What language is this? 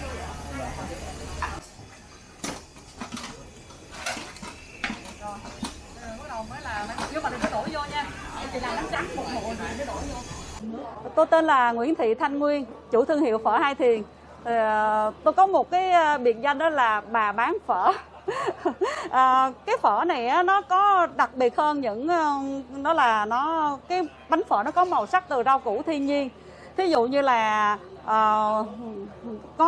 Vietnamese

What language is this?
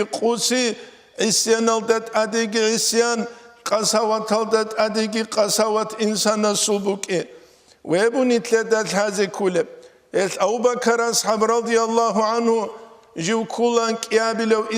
Avaric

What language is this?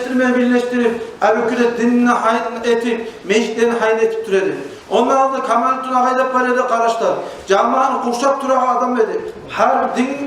Kumyk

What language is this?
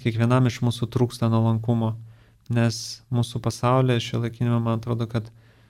Lithuanian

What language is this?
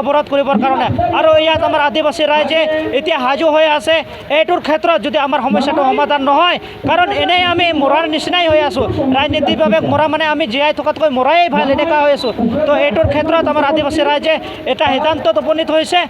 Assamese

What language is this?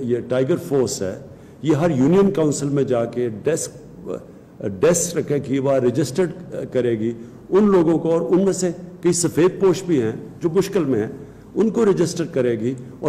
Urdu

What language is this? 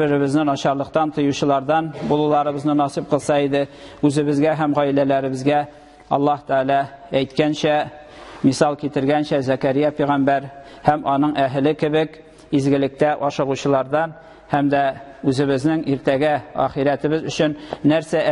Tatar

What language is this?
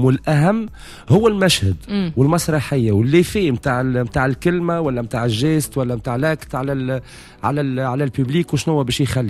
Tunisian Arabic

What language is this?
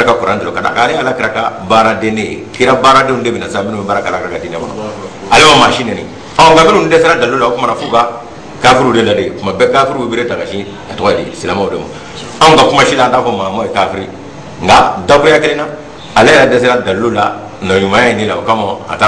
Bambara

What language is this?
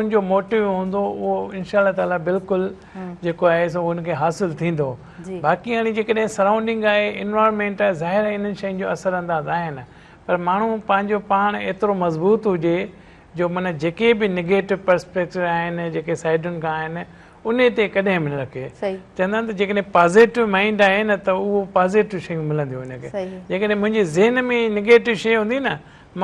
Sindhi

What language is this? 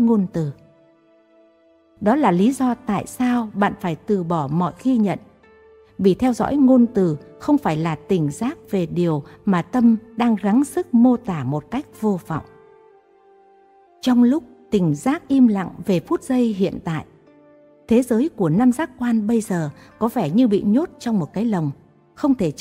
Vietnamese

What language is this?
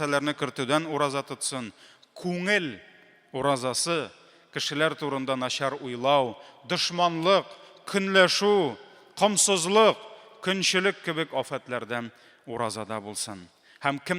Tatar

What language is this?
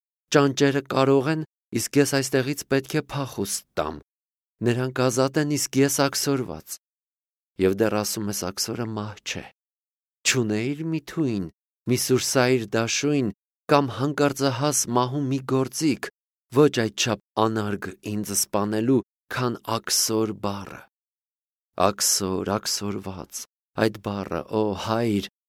Armenian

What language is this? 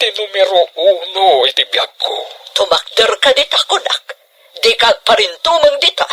Iloko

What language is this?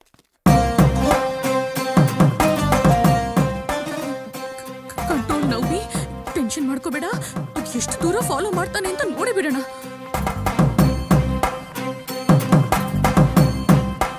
Kannada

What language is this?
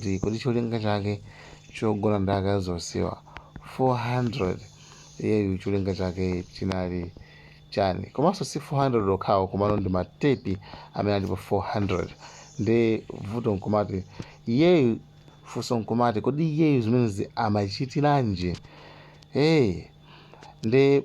Nyanja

